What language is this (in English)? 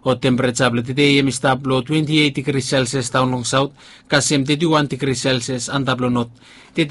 Bislama